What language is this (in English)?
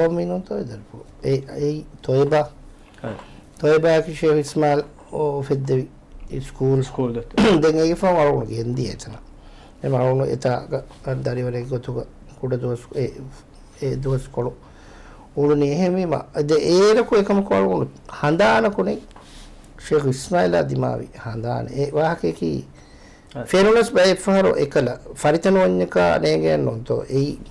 Divehi